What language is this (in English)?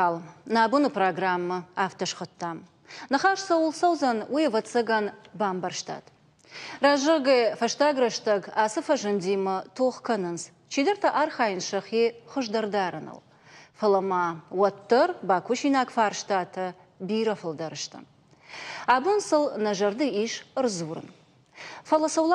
Ossetic